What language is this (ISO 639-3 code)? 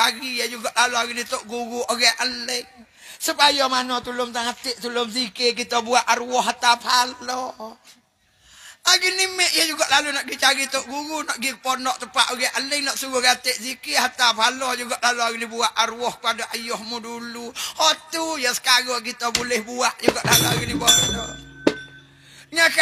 mfa